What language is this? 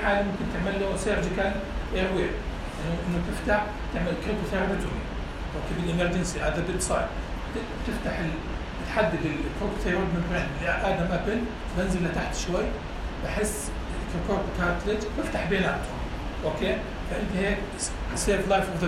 North Levantine Arabic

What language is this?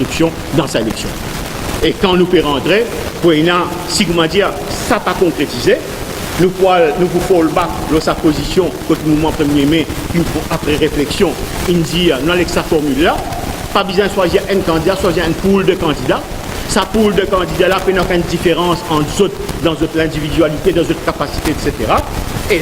Morisyen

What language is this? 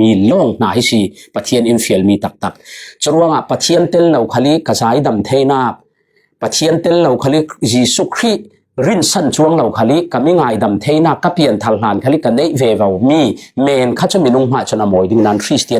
Falam Chin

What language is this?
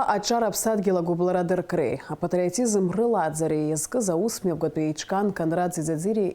Abkhazian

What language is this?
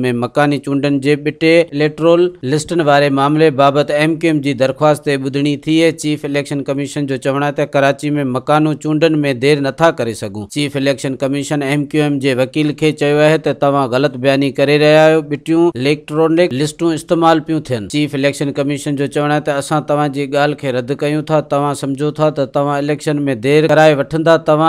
Sindhi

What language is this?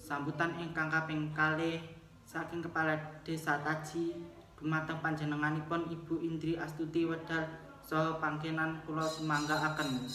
Javanese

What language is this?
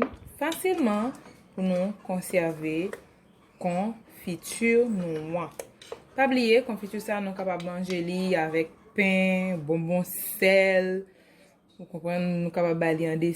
Haitian Creole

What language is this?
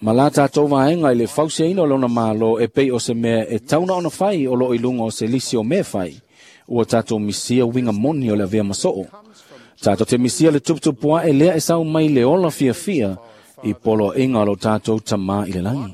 Samoan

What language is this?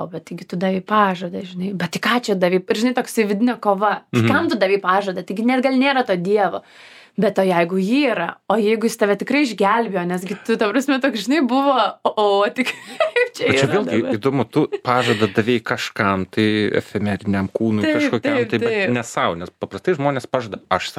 Lithuanian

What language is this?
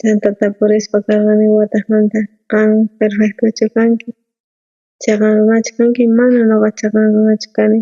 South Bolivian Quechua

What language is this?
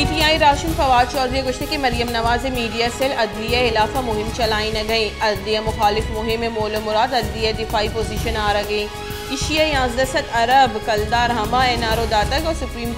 Baluchi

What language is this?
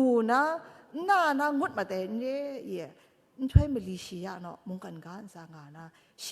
Kachin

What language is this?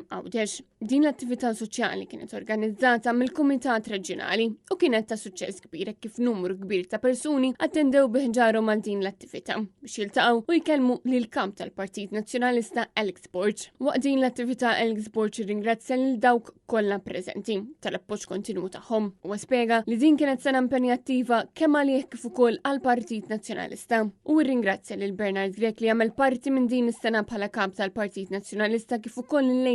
Maltese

